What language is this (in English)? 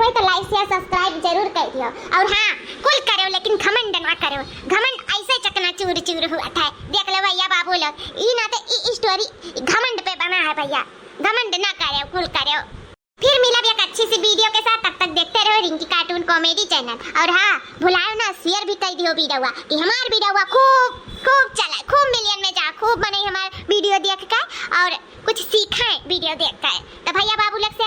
Awadhi